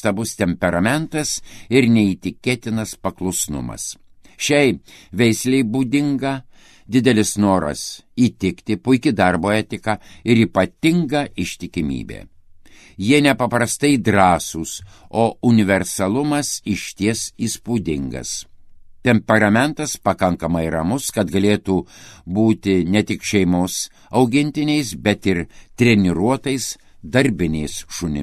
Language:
Lithuanian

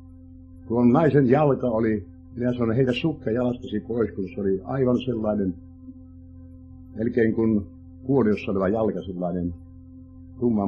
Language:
Finnish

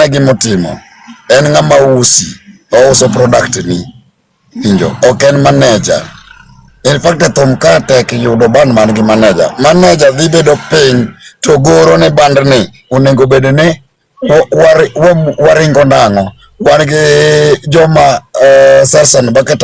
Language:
Luo (Kenya and Tanzania)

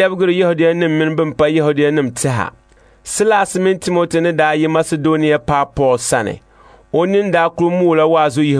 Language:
Dagbani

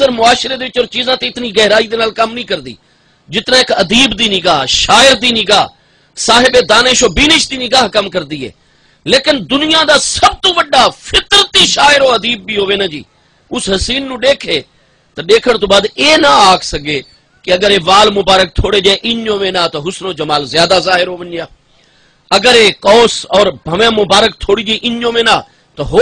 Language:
Saraiki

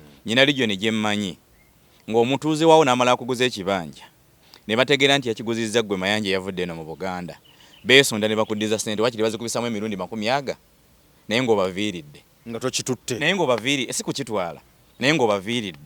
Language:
Ganda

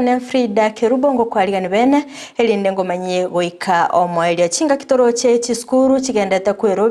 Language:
Gusii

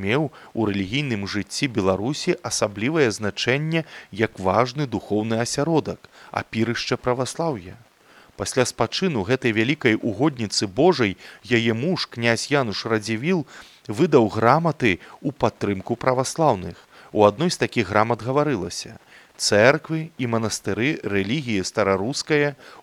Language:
Belarusian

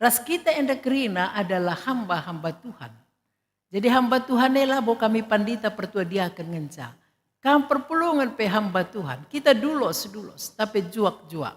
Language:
Batak Karo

